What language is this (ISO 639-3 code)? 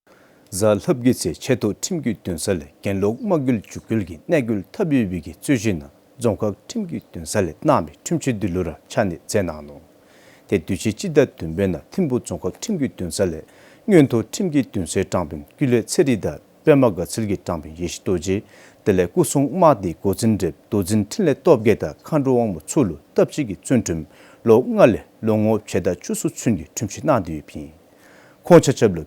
dzo